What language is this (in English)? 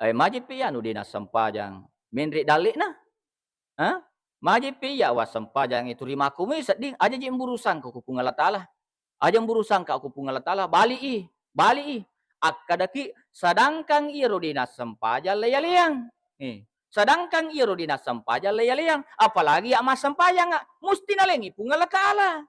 Buginese